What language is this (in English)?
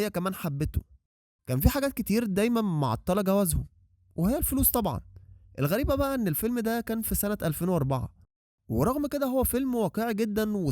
Egyptian Arabic